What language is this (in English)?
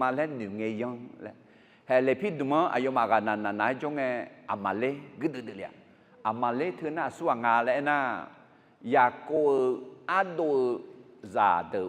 Akha